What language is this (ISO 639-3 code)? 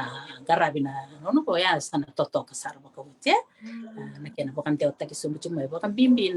fij